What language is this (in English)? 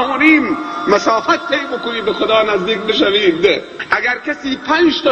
Persian